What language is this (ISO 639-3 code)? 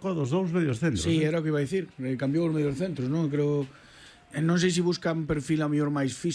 glg